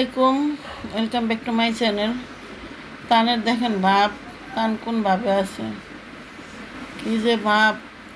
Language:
Bangla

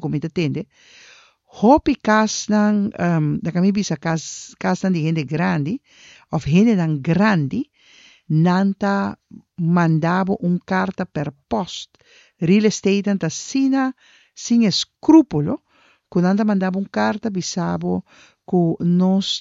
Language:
Papiamento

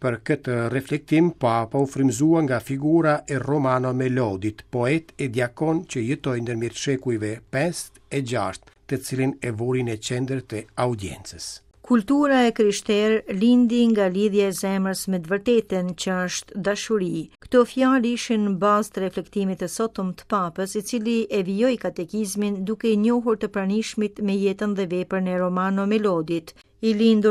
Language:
Albanian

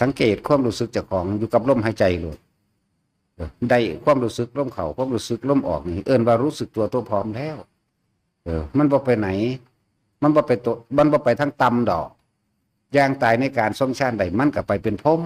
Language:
Northeastern Thai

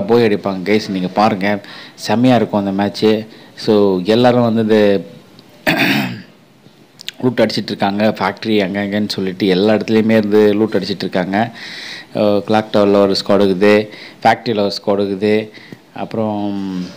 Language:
Tamil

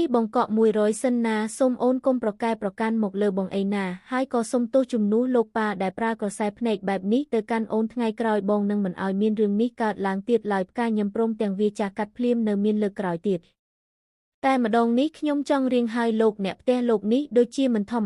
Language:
Khmer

